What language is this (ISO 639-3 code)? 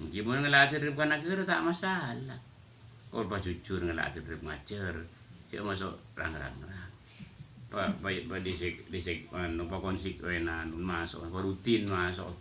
mad